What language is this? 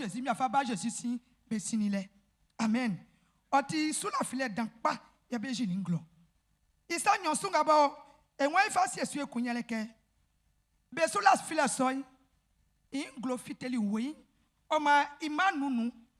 Baoulé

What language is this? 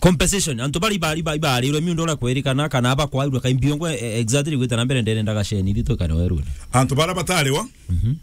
Meru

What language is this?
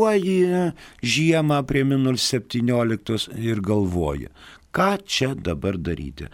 Lithuanian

